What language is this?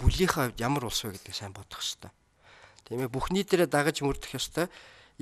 Mongolian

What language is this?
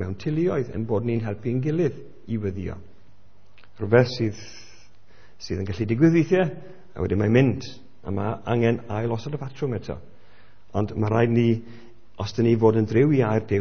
Welsh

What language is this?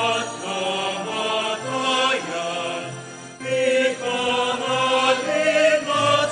Pampanga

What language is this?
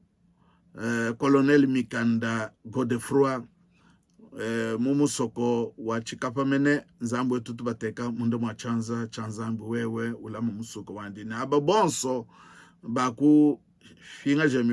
Luba-Lulua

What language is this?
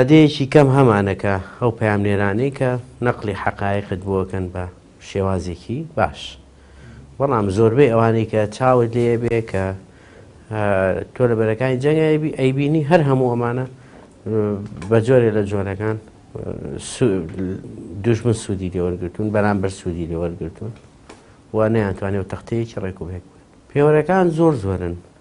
Central Kurdish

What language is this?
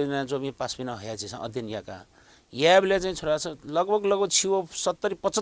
Newari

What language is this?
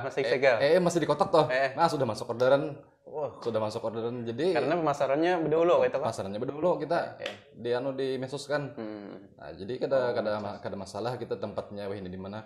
Banjar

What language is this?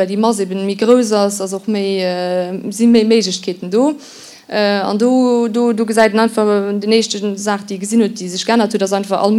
Luxembourgish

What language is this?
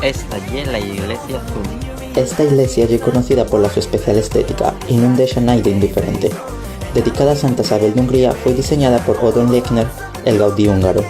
Asturian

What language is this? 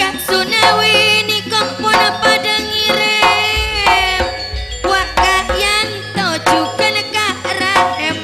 Madurese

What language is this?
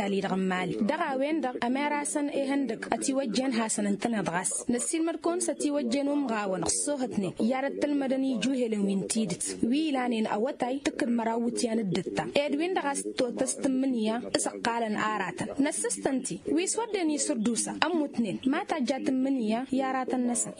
Tamasheq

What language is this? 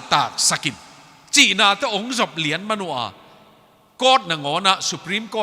Tedim Chin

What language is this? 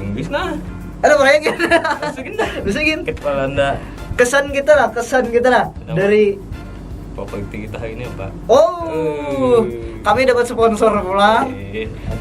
Banjar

